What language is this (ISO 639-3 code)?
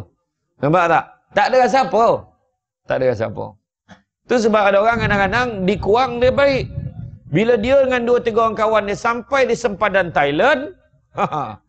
msa